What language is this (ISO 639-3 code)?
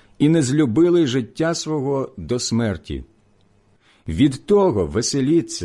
ukr